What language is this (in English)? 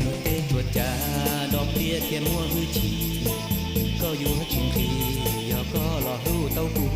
Hmong